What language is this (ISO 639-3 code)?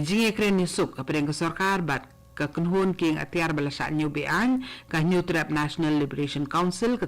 kha